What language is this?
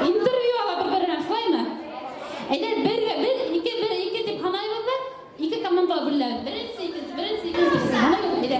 Bashkir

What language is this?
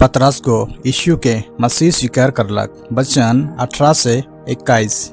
Sadri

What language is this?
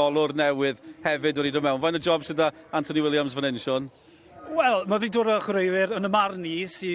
Welsh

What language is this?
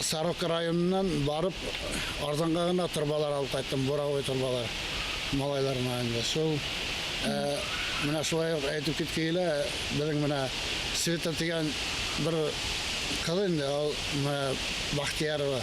Bashkir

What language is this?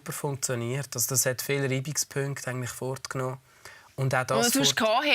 Swiss German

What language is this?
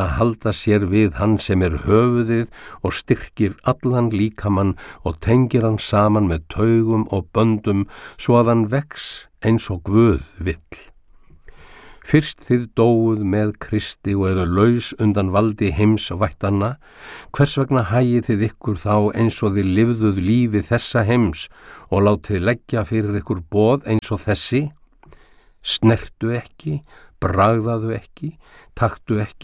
Icelandic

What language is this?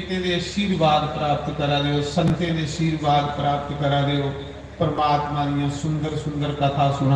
Dogri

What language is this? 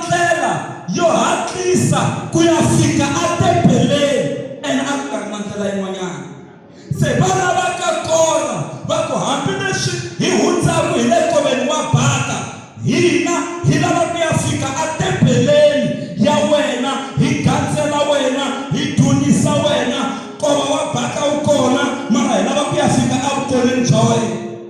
Tsonga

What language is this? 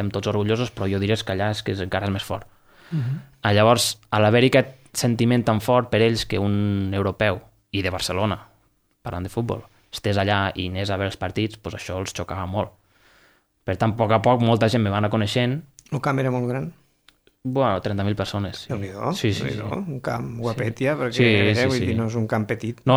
Catalan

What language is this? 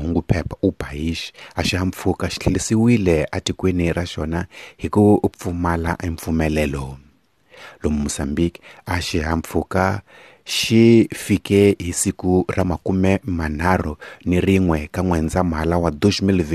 Tsonga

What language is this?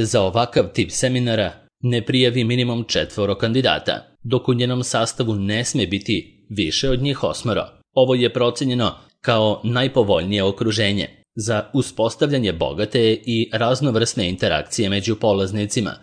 Serbian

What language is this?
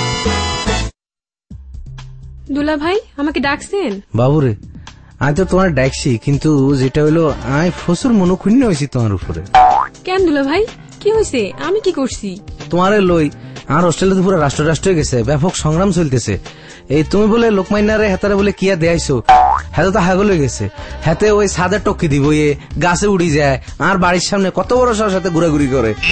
Bangla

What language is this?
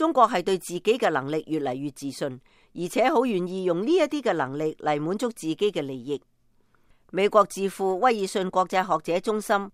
Cantonese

